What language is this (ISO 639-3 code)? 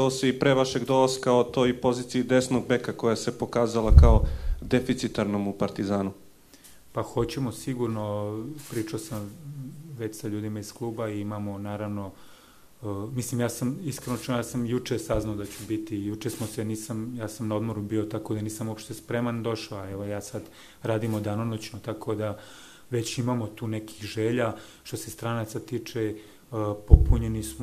srp